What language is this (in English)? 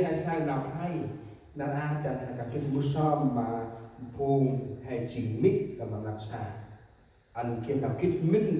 Central Mnong